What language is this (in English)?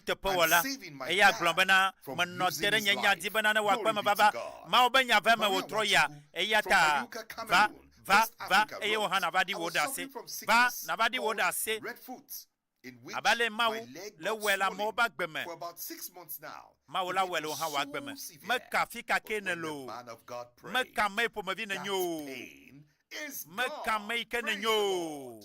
Ewe